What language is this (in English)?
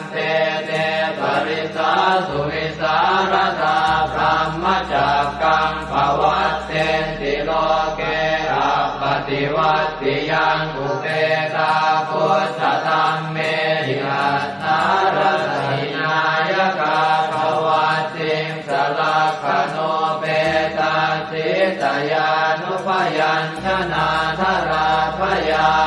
Pali